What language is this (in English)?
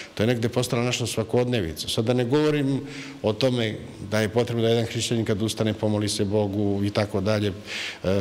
Serbian